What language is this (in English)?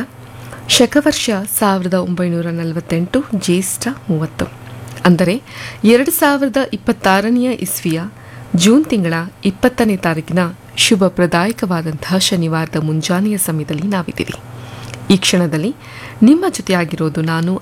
Kannada